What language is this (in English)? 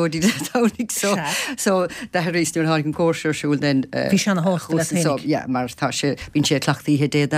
Irish